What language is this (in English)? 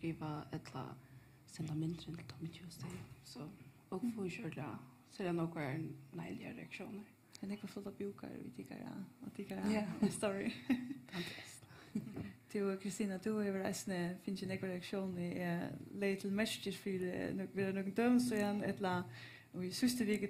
Faroese